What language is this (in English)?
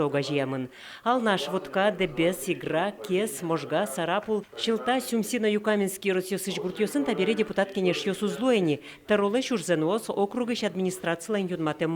Udmurt